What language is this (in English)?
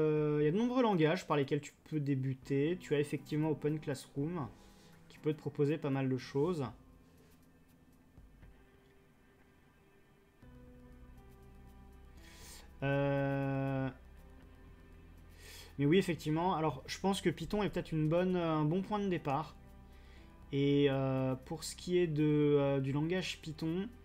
French